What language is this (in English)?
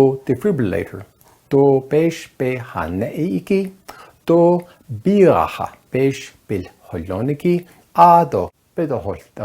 Navajo